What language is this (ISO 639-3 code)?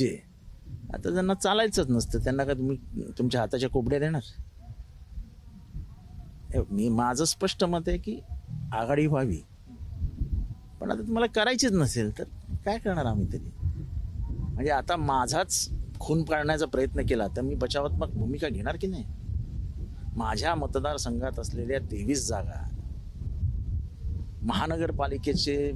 mar